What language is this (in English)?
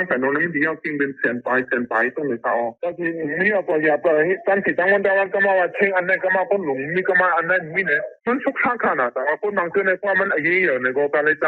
Shan